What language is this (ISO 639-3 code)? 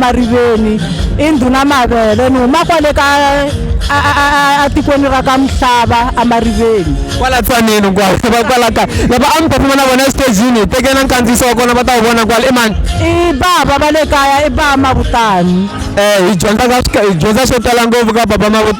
tso